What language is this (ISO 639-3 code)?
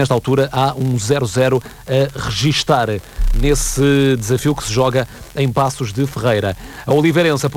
por